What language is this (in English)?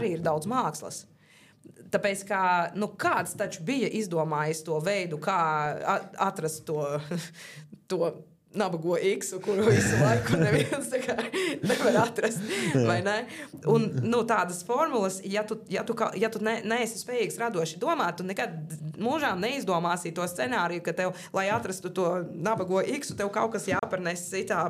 Latvian